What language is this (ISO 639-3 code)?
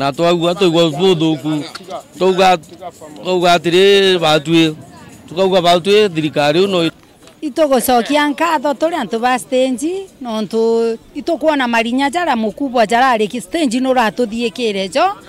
mer